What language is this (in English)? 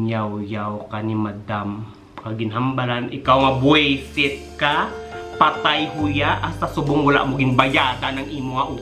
Hiligaynon